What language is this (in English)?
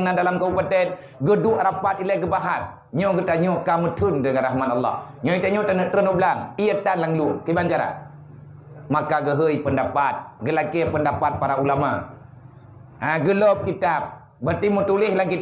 Achinese